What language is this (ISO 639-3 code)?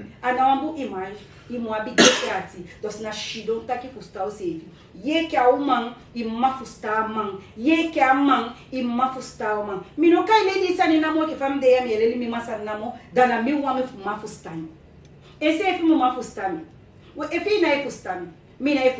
srn